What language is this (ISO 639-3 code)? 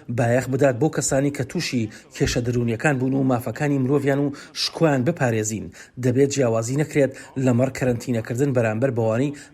ckb